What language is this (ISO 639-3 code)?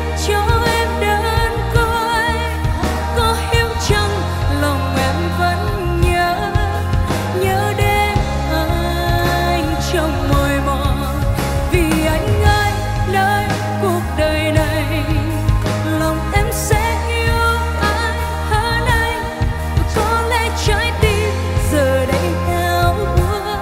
vie